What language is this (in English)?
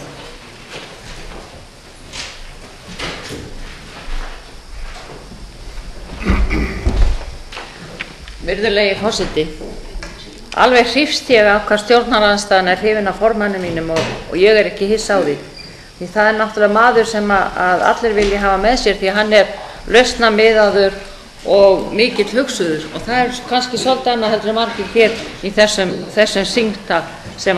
Icelandic